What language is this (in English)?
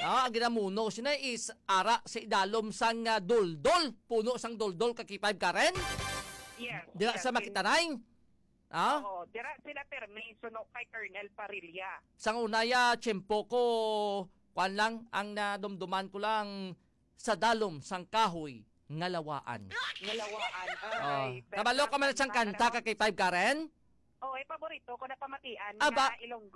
Hiligaynon